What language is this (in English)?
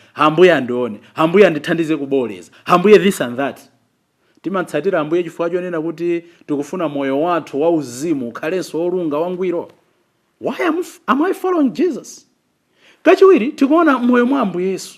Nyanja